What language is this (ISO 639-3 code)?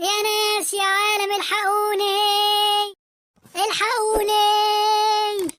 arz